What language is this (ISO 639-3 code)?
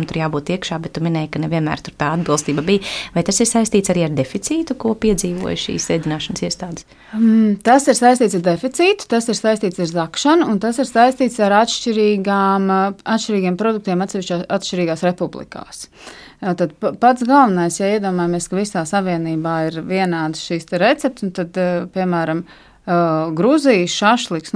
lav